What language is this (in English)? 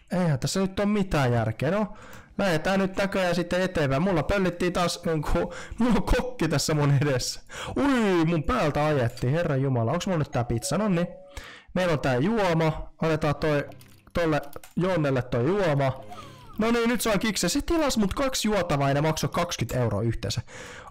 Finnish